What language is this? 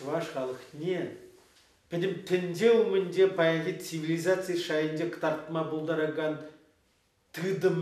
Chuvash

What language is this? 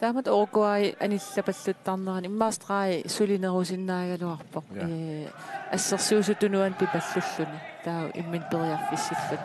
Kalaallisut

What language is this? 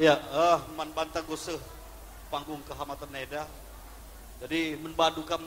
Batak Karo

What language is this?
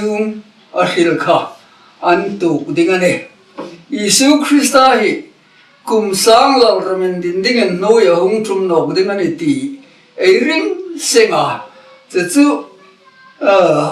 Hmar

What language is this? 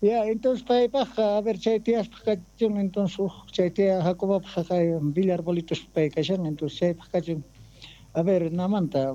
South Bolivian Quechua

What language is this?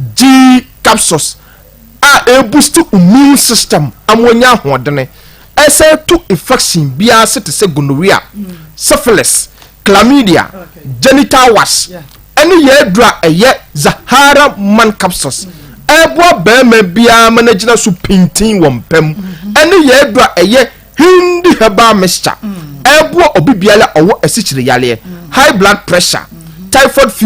Akan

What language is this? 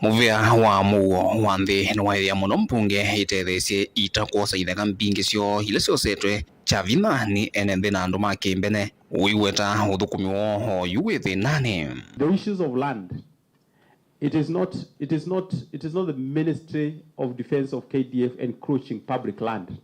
Kamba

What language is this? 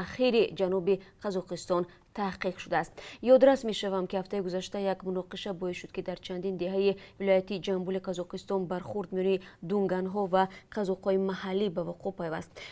Tajik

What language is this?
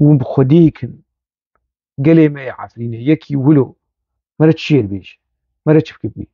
Kurdish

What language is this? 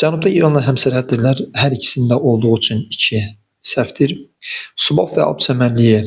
Azerbaijani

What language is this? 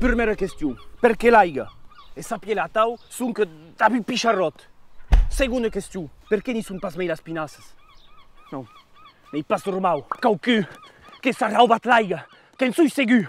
Occitan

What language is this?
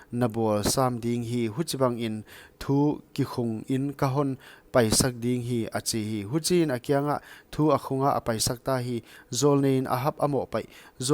Paite Chin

